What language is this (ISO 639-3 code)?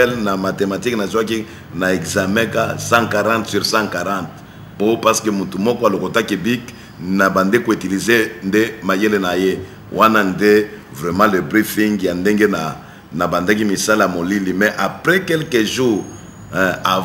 lin